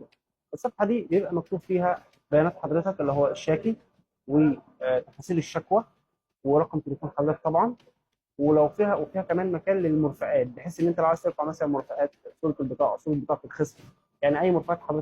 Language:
Egyptian Arabic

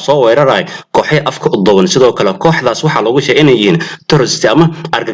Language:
Somali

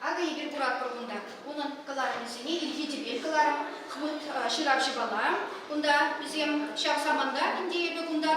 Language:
Chuvash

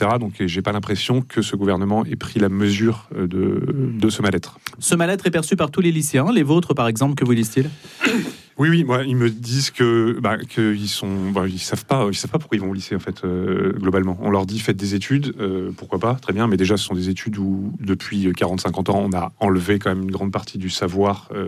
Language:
French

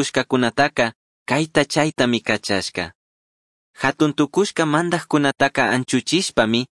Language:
Chimborazo Highland Quichua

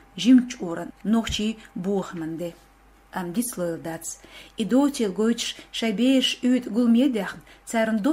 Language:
Chechen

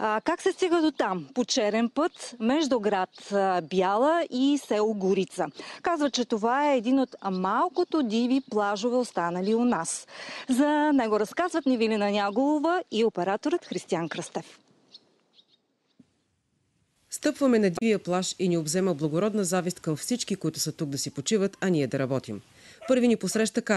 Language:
Bulgarian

